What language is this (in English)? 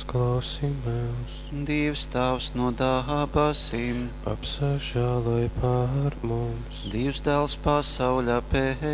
Latgalian